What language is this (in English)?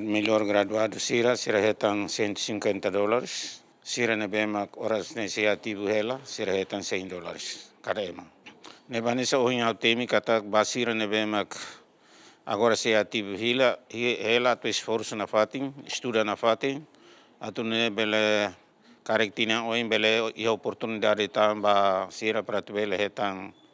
Tetum